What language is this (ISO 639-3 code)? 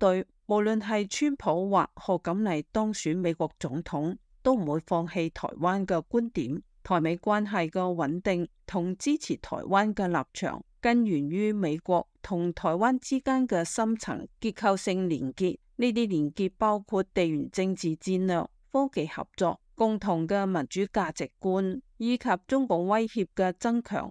yue